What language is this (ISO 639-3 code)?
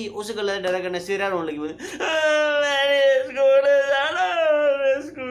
doi